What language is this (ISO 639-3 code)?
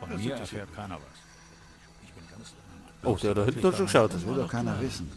bar